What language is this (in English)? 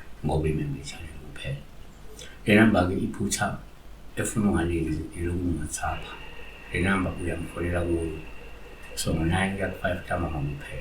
Zulu